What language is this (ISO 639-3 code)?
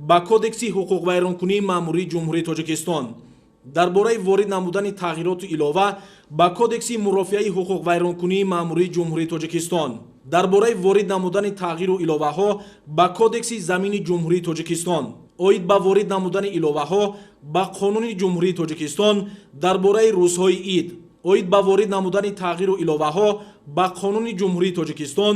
tgk